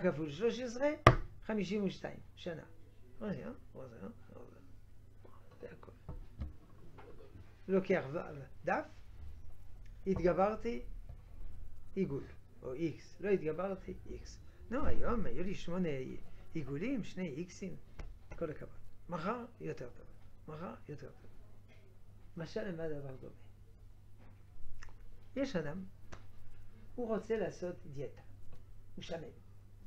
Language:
Hebrew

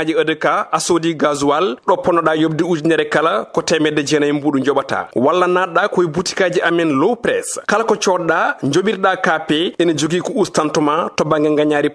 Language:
Fula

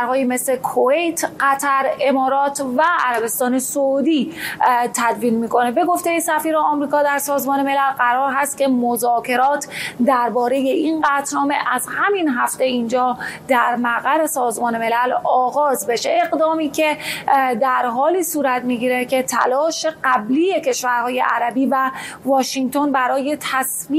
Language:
Persian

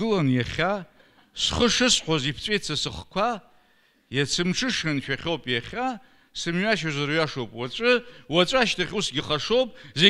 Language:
Abkhazian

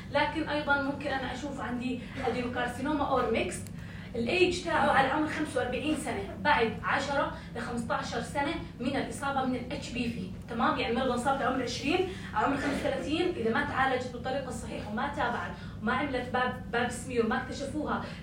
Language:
North Levantine Arabic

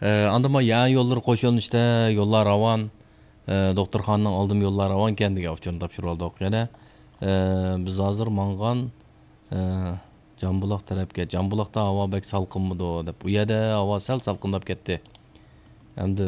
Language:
Uyghur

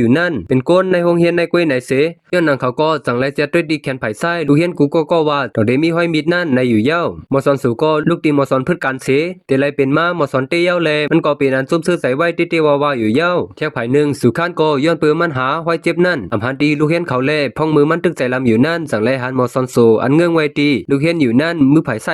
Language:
Shan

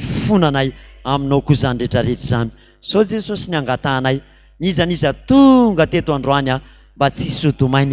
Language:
Malagasy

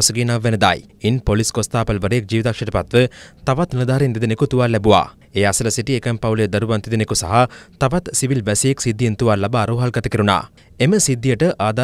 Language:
Sinhala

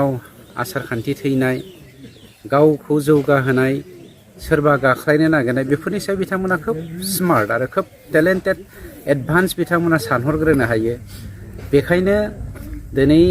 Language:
Bodo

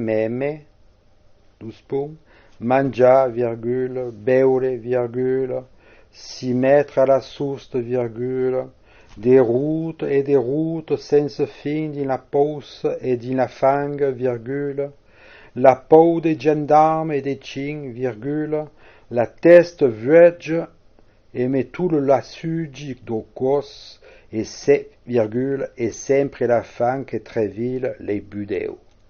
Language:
Occitan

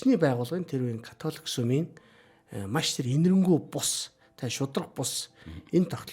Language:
Mongolian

